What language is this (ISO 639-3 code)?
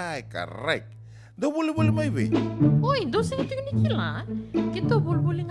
fij